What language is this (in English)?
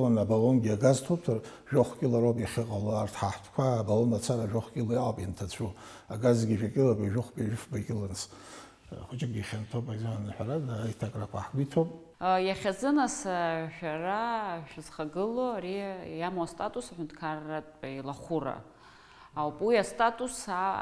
Abkhazian